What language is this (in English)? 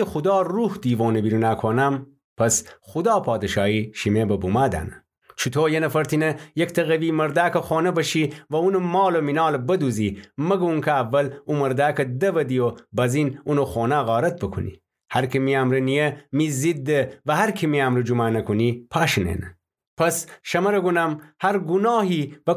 Gilaki